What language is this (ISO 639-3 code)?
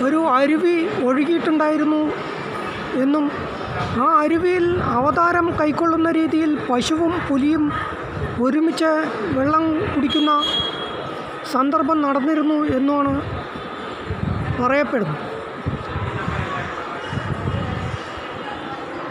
mal